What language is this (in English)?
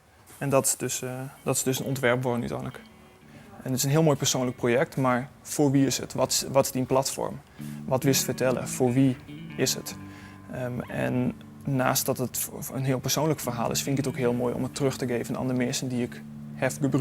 Western Frisian